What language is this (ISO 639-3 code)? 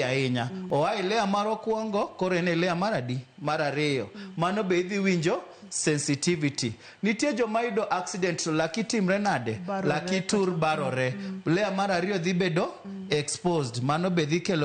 luo